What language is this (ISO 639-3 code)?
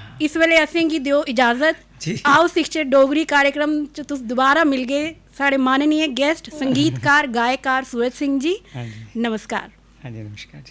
doi